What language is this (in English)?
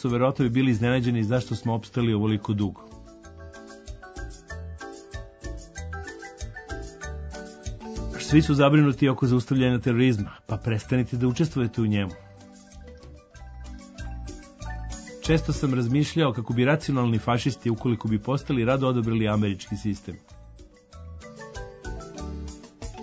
Serbian